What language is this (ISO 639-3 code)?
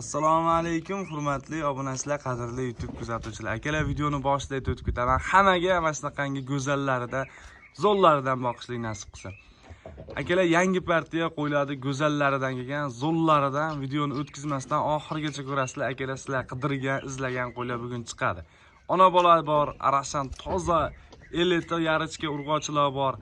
uzb